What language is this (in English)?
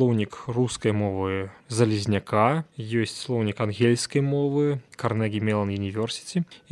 Belarusian